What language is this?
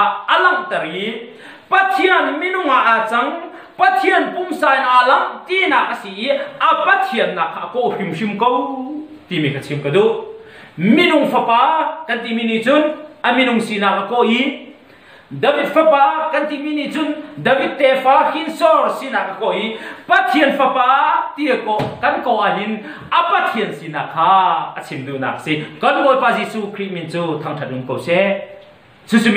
Hakha Chin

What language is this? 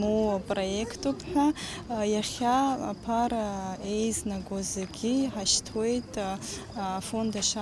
Abkhazian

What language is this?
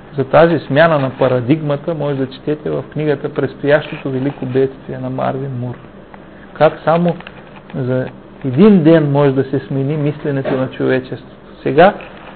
Bulgarian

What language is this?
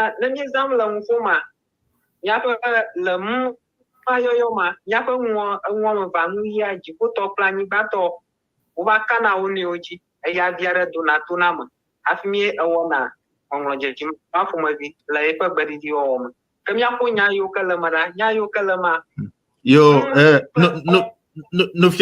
Ewe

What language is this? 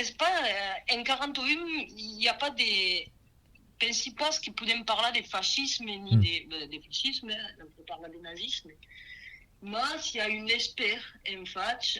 Occitan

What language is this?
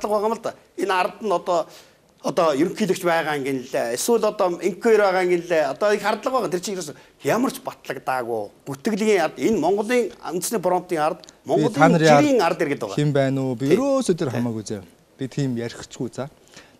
Mongolian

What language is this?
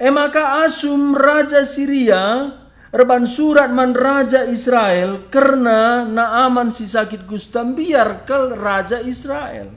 Batak Karo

